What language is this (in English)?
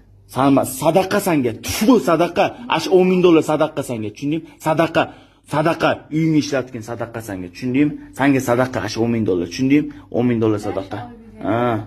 Uzbek